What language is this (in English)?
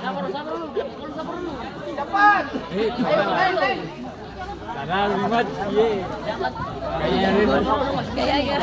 Ambonese Malay